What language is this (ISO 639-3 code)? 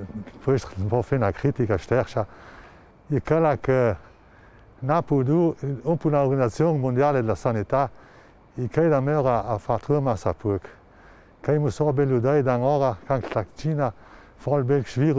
lld